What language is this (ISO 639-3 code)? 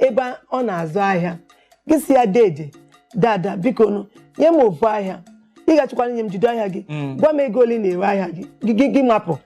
ibo